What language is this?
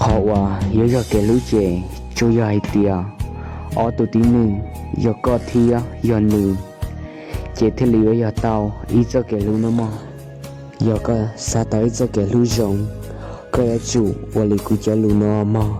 Hmong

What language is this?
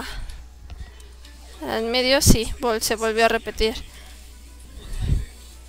Spanish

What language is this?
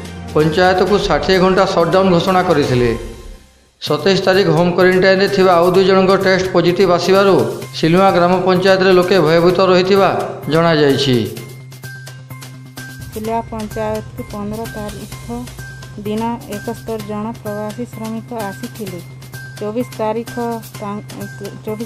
Odia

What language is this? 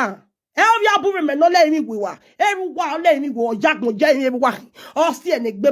Nigerian Pidgin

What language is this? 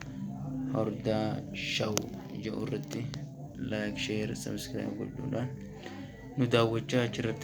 Oromo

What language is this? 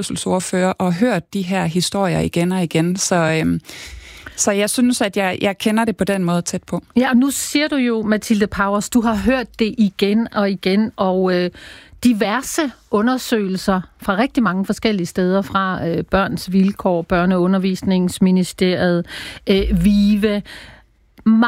Danish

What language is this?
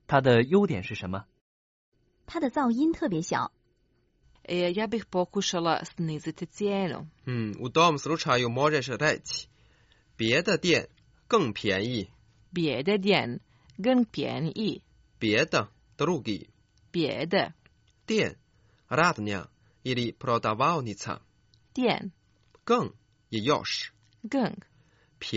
Croatian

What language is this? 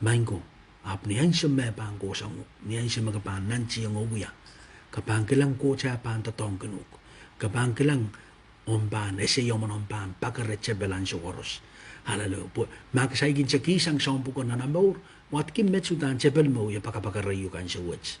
Pohnpeian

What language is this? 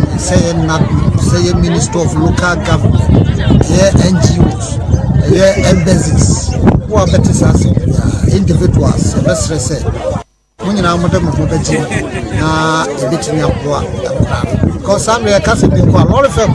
Akan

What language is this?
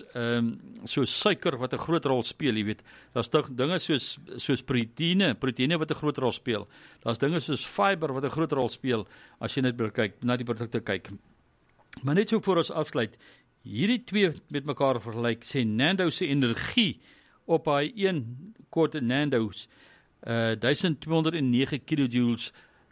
Afrikaans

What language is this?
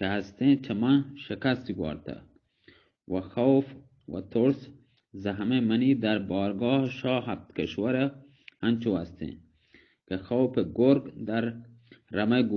Baluchi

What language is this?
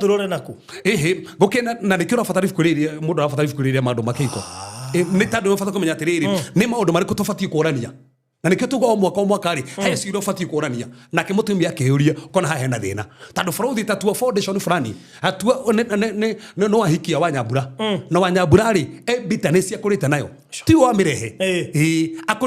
Kikuyu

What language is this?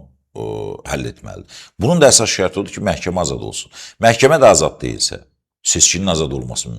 Azerbaijani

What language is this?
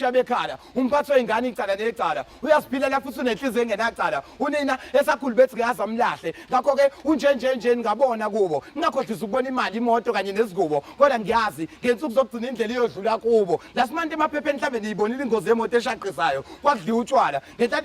Zulu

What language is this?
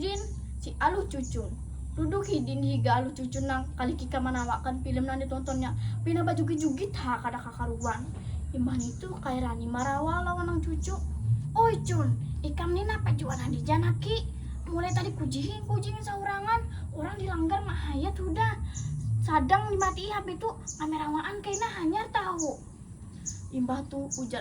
Banjar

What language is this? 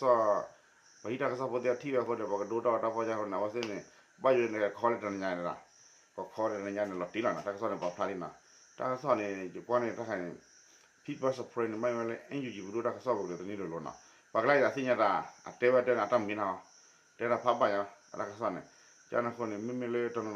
S'gaw Karen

